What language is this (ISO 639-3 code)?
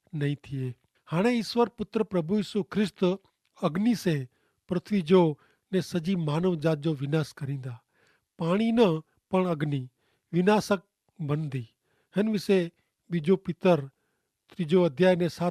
kfr